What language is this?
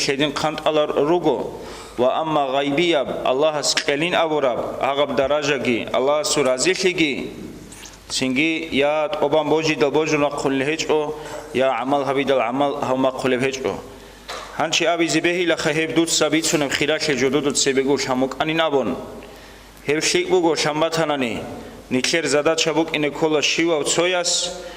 Avaric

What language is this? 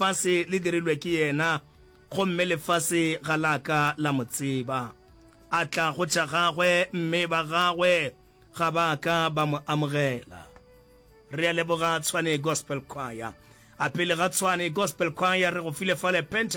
Northern Sotho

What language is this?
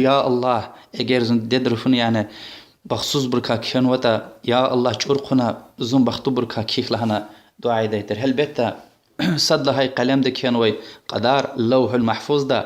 Lezghian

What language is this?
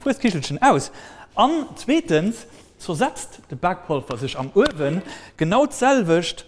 Luxembourgish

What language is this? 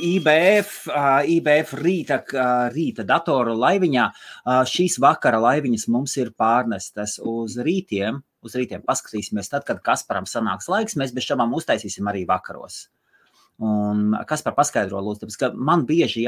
Latvian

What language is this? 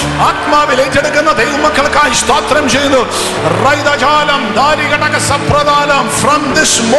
Malayalam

